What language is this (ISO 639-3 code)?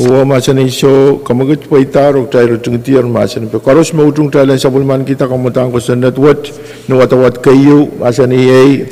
pon